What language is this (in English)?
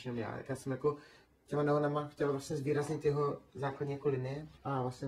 Czech